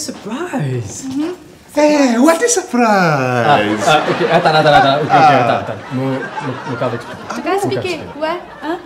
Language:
Morisyen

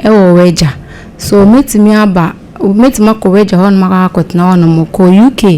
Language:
Akan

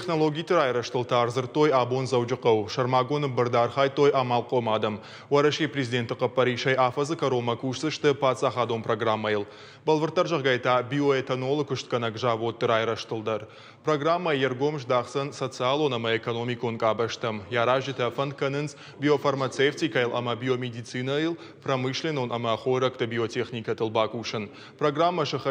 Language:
Ossetic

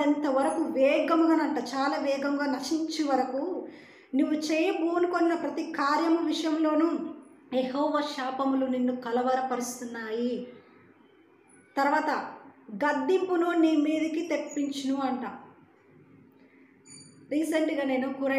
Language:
Telugu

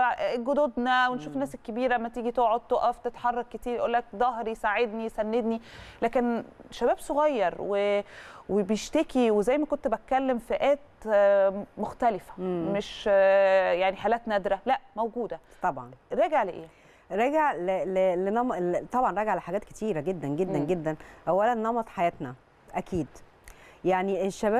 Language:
Egyptian Arabic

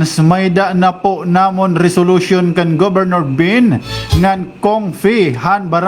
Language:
Waray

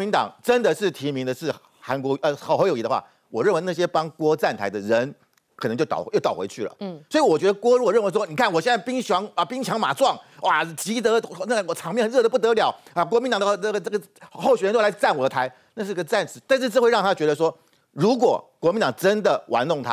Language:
Chinese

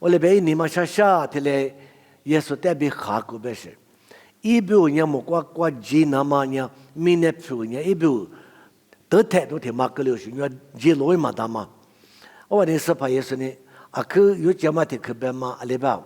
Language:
Lisu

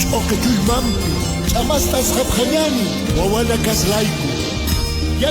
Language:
Aymara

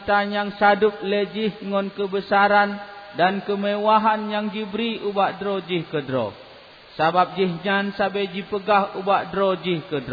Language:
Achinese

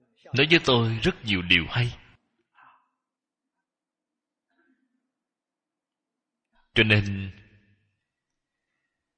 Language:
Vietnamese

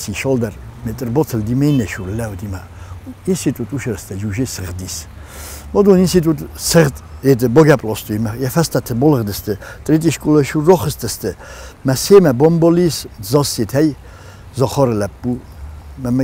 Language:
Ossetic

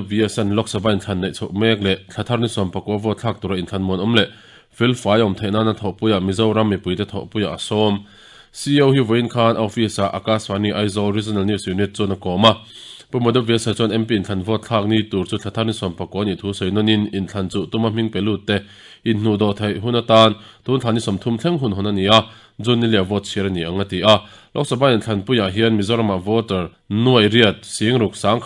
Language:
Mizo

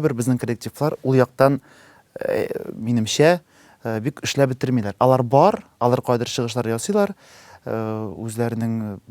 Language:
Tatar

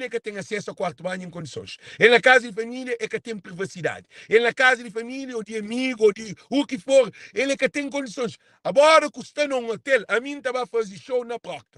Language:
Kabuverdianu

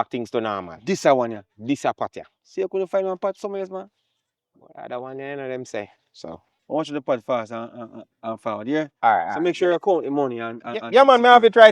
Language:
Jamaican Creole English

